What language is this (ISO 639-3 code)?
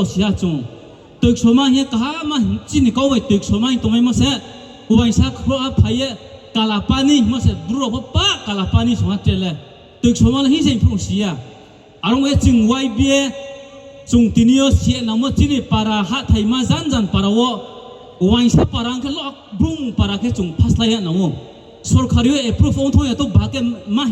ria